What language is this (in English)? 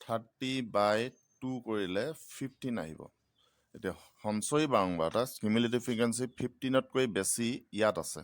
Assamese